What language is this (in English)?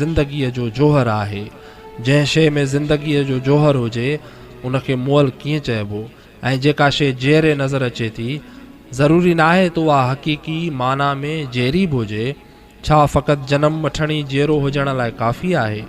Sindhi